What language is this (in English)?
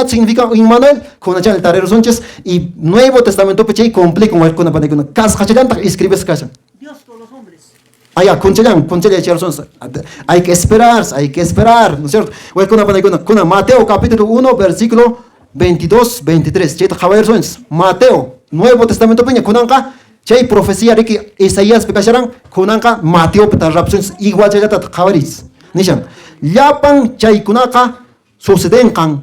Quechua